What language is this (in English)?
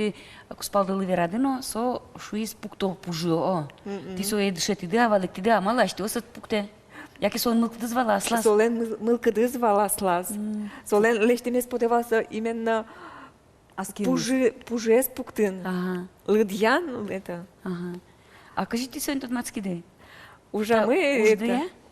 Udmurt